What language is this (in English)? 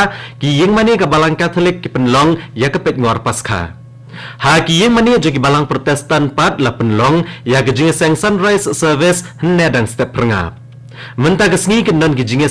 Khasi